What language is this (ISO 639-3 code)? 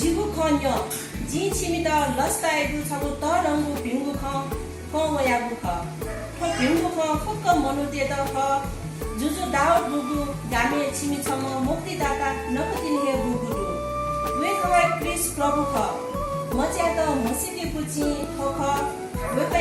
new